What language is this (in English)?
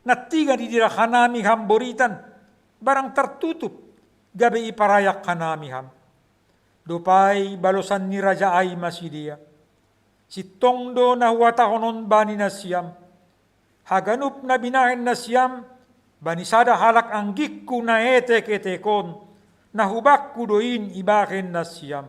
Batak Simalungun